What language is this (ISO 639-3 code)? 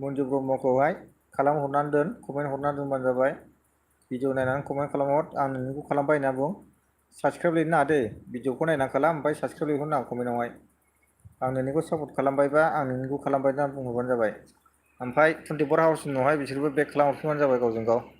brx